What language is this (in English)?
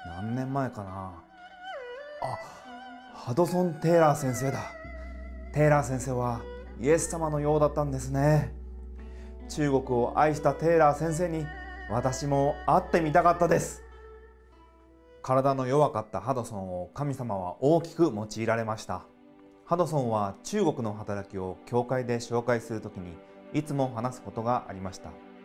Japanese